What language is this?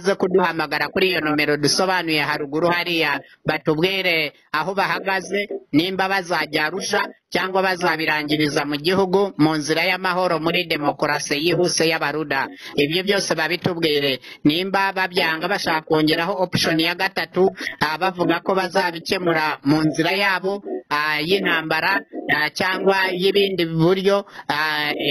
Kinyarwanda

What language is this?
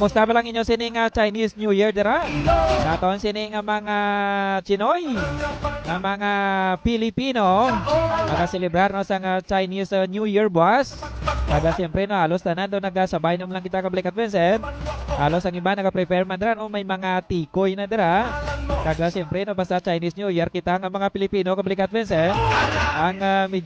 Hiligaynon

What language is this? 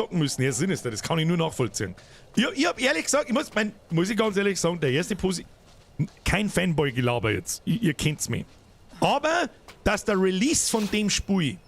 Bavarian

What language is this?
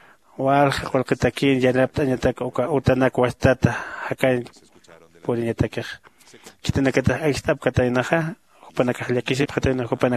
Aymara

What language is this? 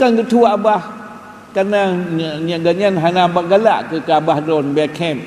Achinese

